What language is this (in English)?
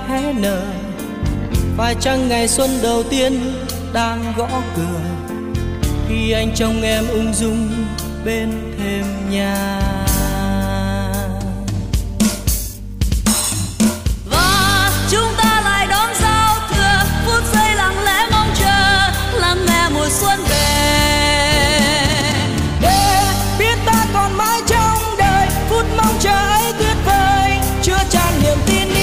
Vietnamese